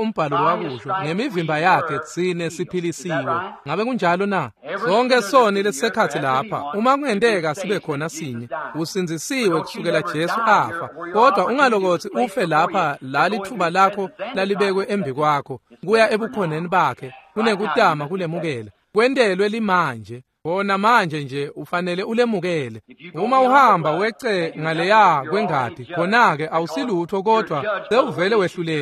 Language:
Swati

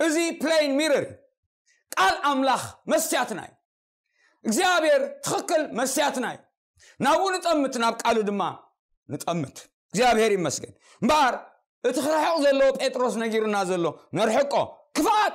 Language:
Tigrinya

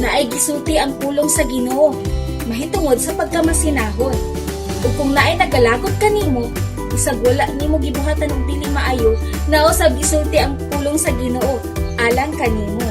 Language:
Cebuano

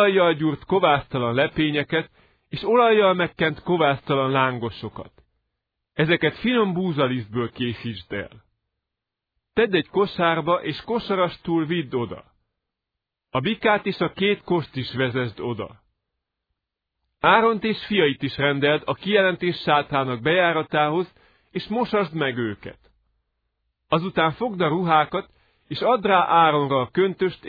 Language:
Hungarian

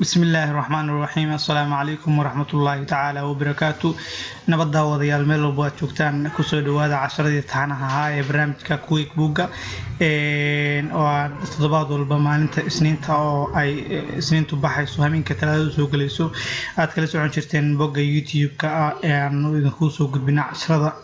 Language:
Somali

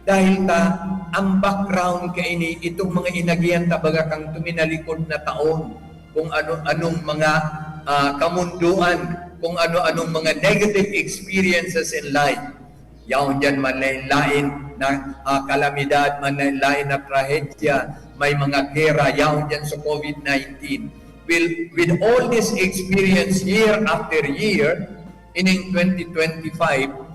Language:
Bikol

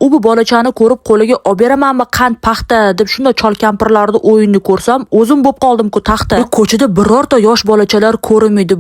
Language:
Uzbek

